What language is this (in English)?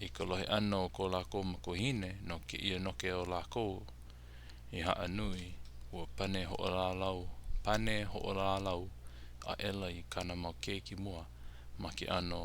Hawaiian